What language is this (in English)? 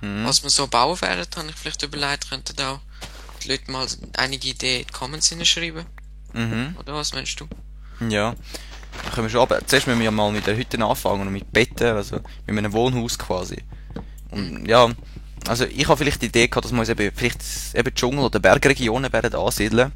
Swiss German